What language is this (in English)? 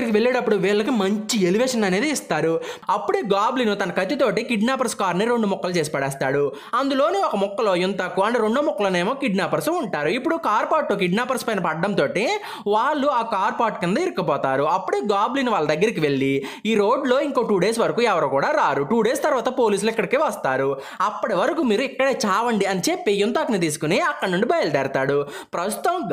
Telugu